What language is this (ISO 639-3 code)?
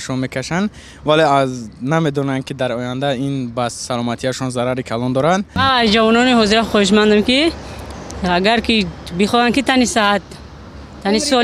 tgk